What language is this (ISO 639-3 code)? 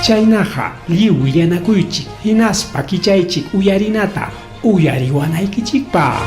quy